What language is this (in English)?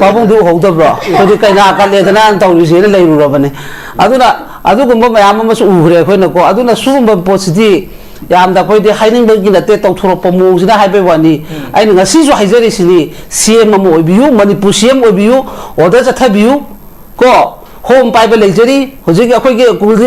Manipuri